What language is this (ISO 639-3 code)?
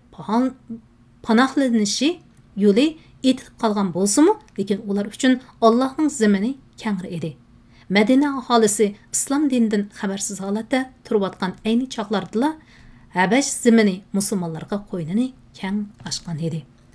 uig